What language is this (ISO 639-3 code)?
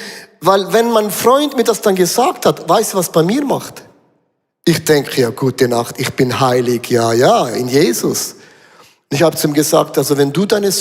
gsw